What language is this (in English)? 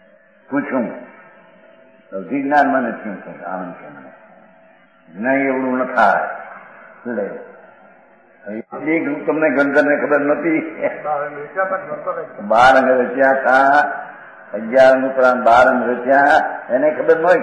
Gujarati